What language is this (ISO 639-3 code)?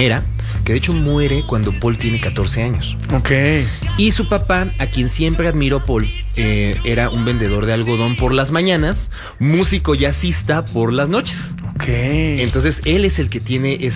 spa